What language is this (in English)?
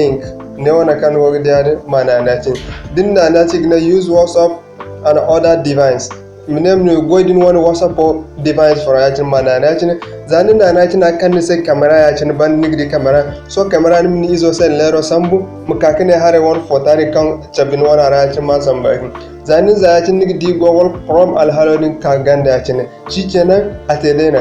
Zarma